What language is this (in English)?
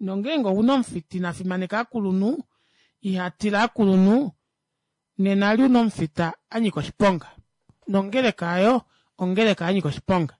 Kuanyama